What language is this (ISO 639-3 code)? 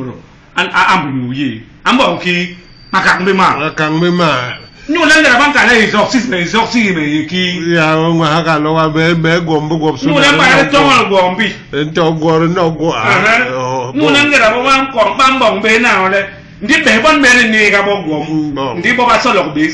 bas